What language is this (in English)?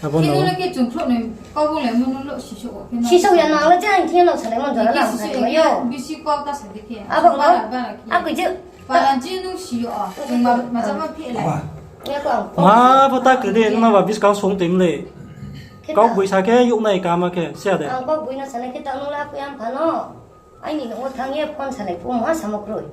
Riang (India)